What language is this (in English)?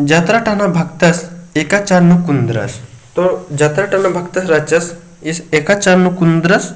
Kurukh